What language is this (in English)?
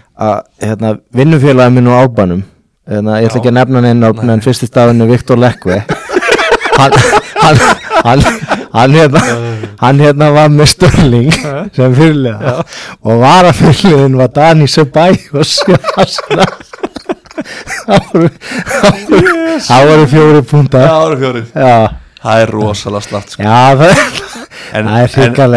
Icelandic